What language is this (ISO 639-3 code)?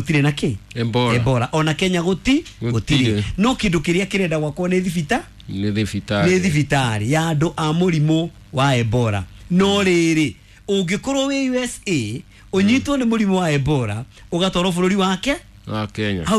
kik